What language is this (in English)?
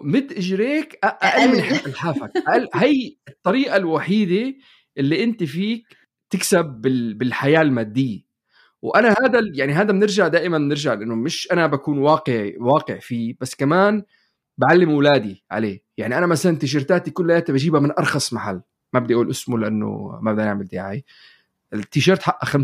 North Levantine Arabic